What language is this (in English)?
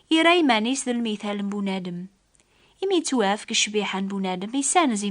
Kabyle